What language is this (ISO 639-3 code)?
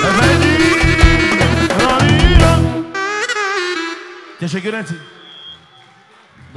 tur